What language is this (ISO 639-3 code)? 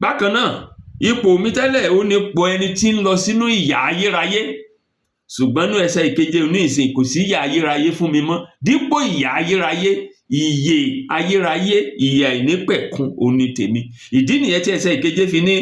yor